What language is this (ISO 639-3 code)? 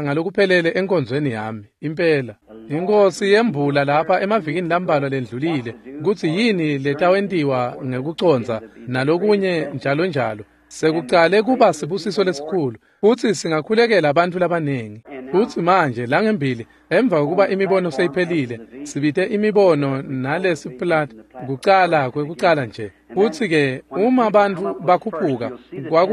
ssw